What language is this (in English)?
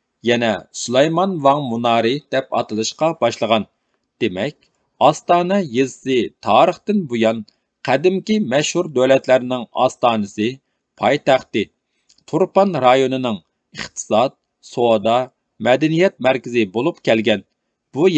Uyghur